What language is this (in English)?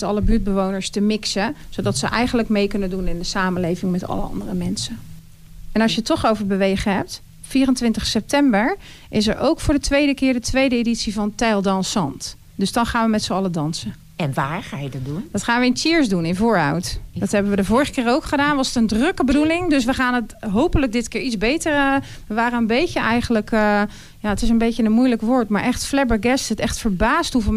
Dutch